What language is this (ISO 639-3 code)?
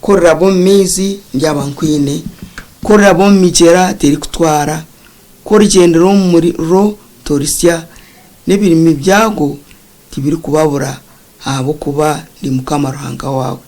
nyn